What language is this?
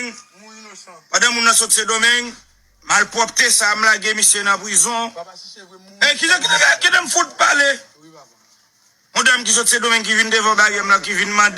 Haitian Creole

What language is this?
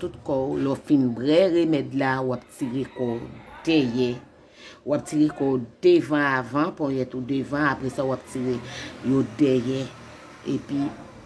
Haitian Creole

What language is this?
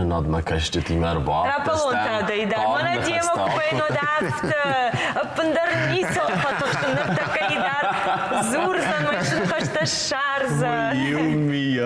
Ossetic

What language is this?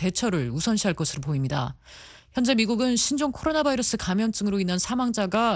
Korean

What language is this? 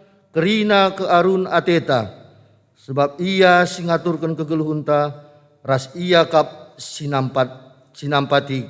Batak Karo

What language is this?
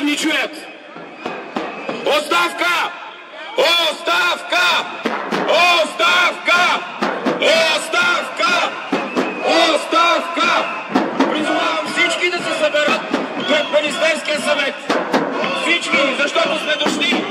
Bulgarian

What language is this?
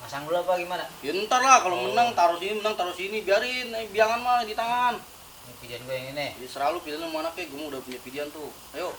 Betawi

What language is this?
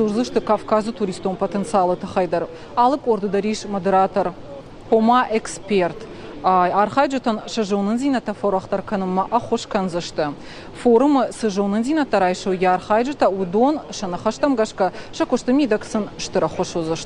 Ossetic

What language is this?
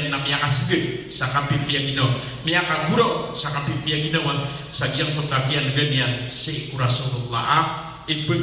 Maranao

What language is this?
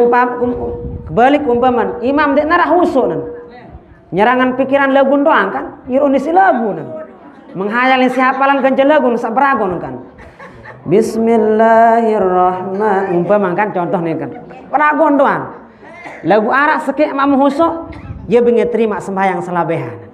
Sasak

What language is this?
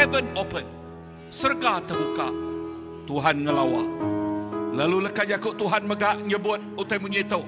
Iban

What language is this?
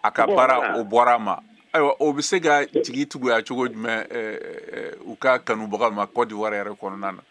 Bambara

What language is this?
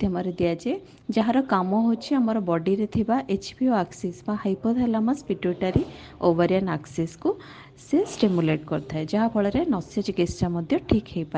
Odia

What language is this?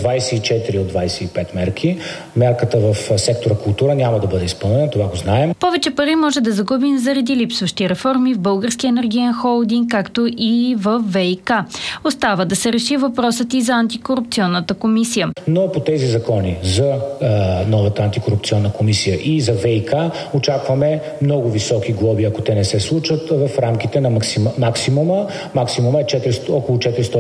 Bulgarian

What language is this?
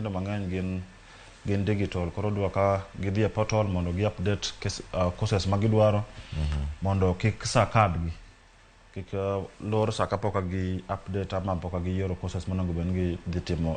Luo (Kenya and Tanzania)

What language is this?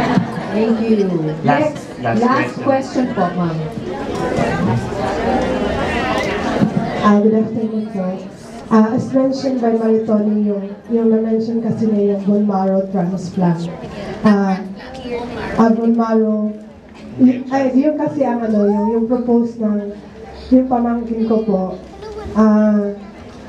Filipino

